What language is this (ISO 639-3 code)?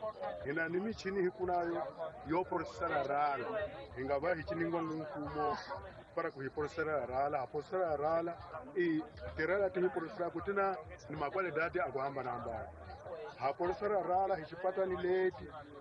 tso